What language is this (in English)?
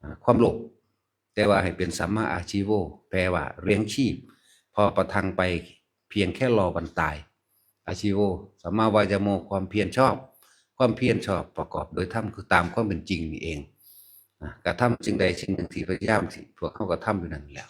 Northeastern Thai